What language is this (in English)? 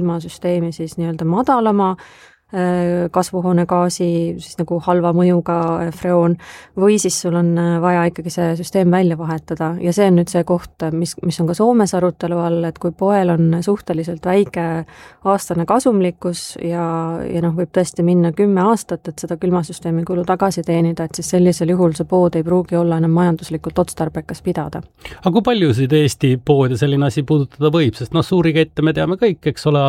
Estonian